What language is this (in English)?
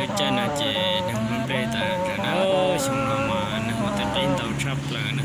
Hmong